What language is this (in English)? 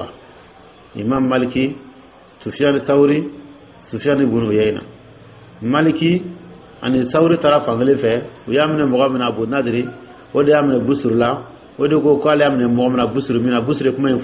Dyula